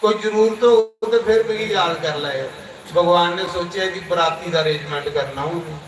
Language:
Dogri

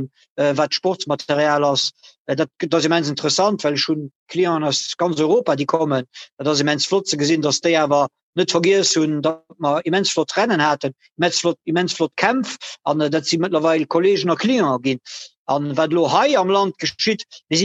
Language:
Luxembourgish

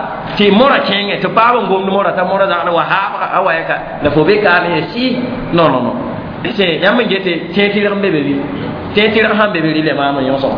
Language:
Mossi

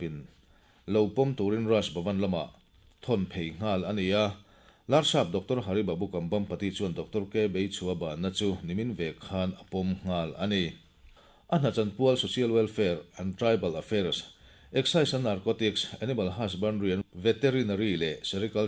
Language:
Mizo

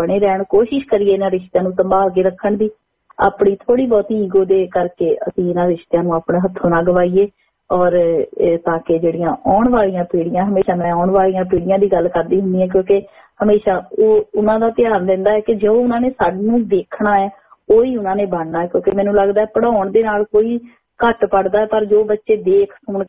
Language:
Punjabi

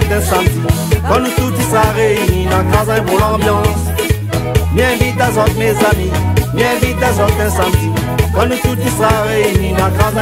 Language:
Réunion Creole French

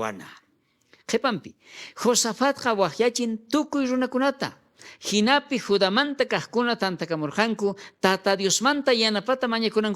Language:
South Bolivian Quechua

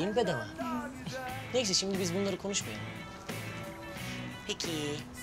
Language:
Turkish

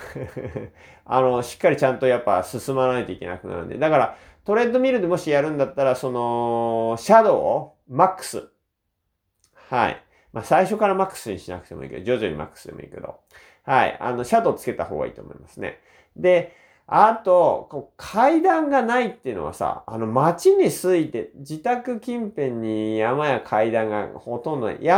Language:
Japanese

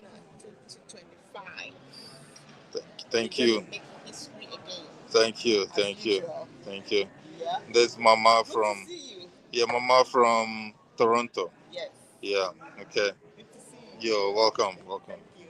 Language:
Ewe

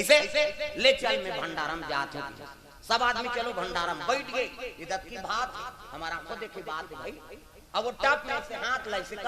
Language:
Chhattisgarhi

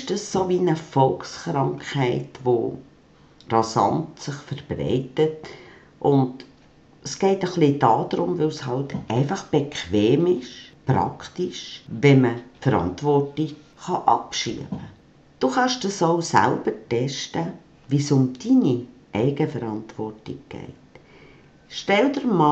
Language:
Swiss German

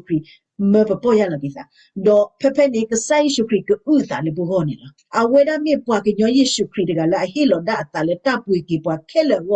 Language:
S'gaw Karen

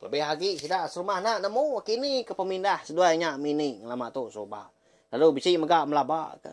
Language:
Iban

